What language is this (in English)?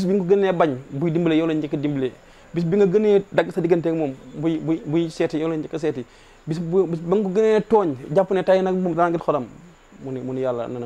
Wolof